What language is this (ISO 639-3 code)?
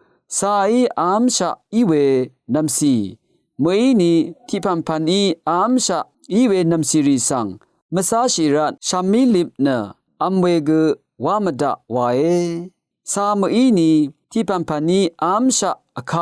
raw